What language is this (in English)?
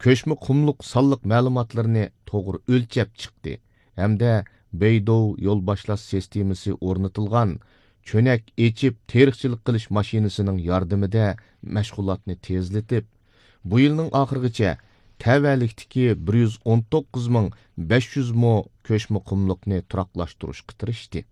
Uyghur